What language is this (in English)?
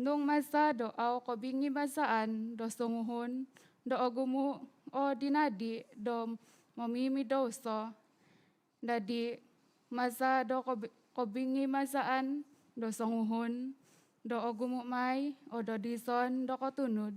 Central Dusun